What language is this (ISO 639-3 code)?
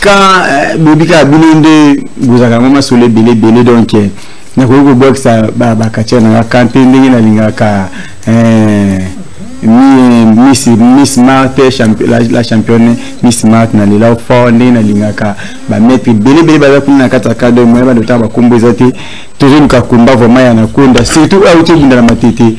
lin